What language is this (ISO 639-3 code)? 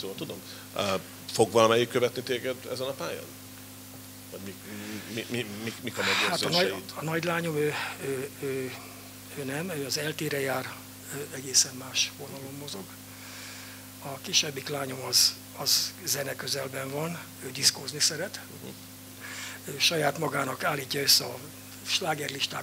hun